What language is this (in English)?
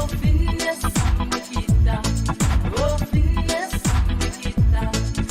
Pohnpeian